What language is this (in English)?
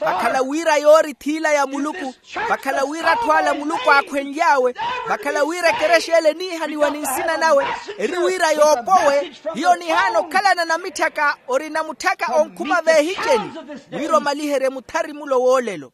Makhuwa